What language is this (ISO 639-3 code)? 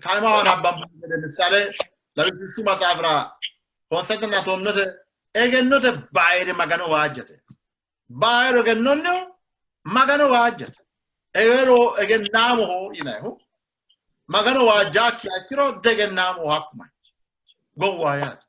sid